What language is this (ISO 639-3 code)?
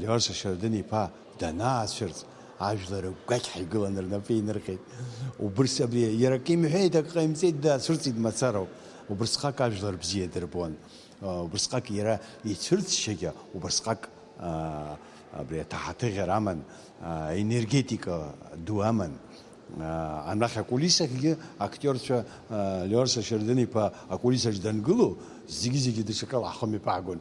abk